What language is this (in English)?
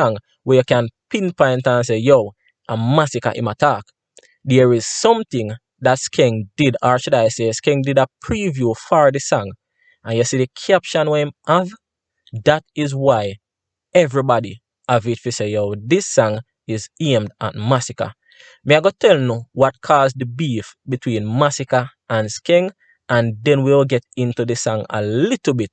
Jamaican Creole English